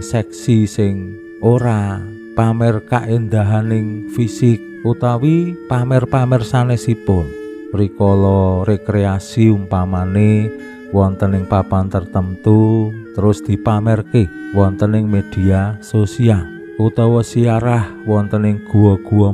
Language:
Javanese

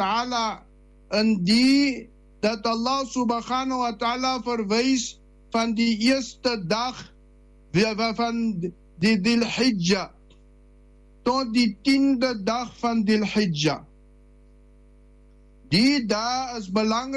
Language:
Afrikaans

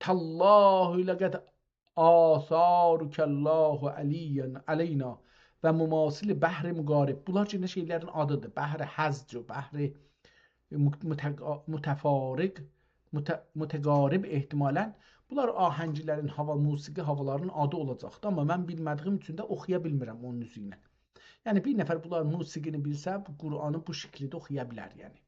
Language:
South Azerbaijani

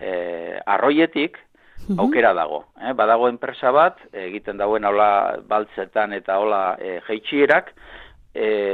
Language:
Basque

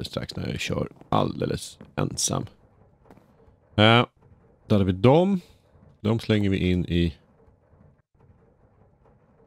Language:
Swedish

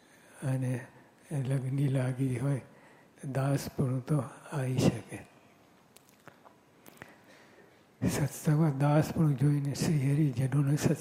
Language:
Gujarati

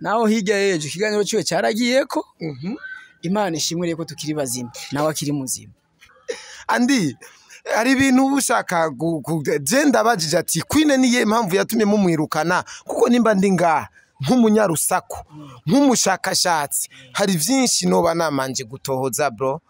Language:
Rundi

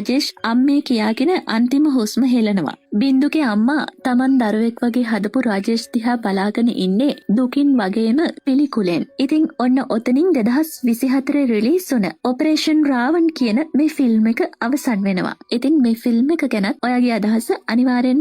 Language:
Sinhala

